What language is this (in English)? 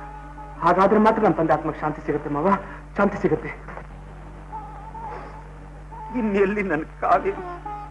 Kannada